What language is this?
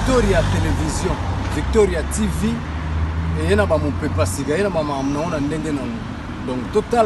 Lingala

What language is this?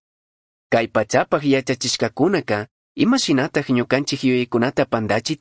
Chimborazo Highland Quichua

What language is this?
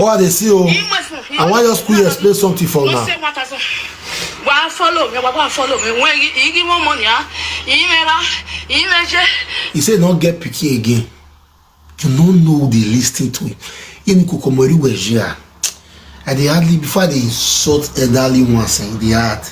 Nigerian Pidgin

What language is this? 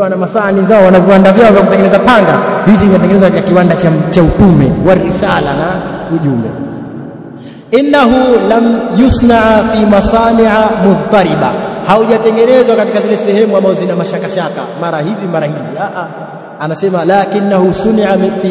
Swahili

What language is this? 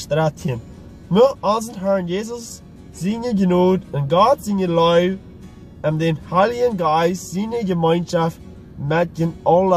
Plautdietsch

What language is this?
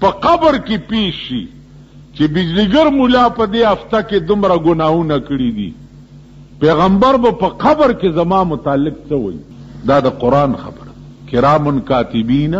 Pashto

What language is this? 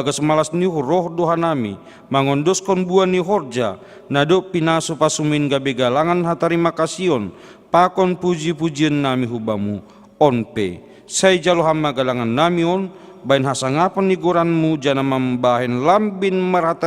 Batak Simalungun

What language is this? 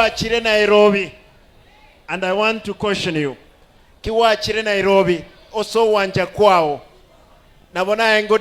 Gusii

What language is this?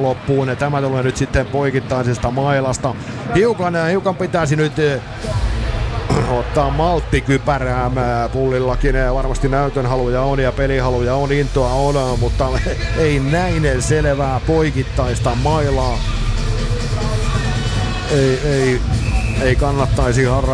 Finnish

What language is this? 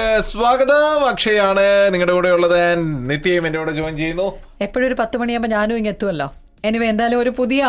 Malayalam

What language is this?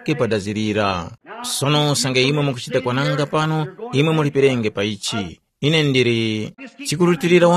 Tumbuka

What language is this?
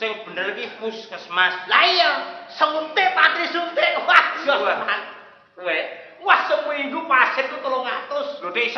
Javanese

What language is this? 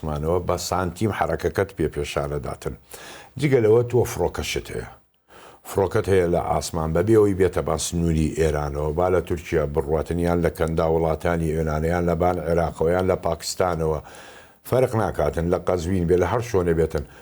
Central Kurdish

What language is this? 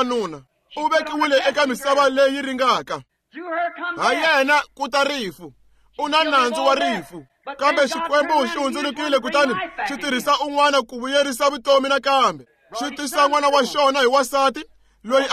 Tsonga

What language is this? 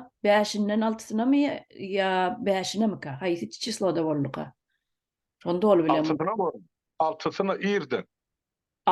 Turkmen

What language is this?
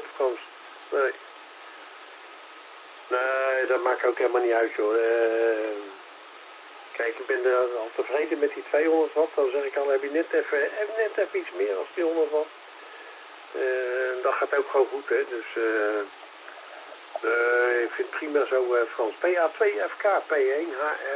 Dutch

